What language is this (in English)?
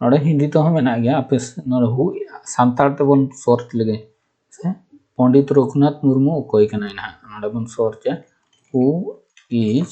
Santali